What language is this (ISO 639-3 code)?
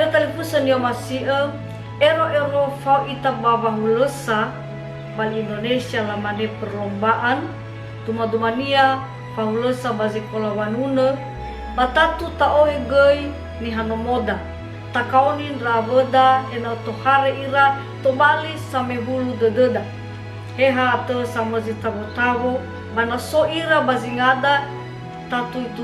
nia